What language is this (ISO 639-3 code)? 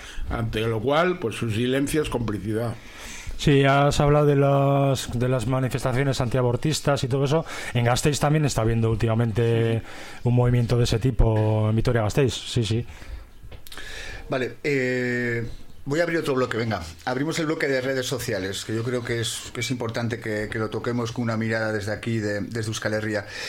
spa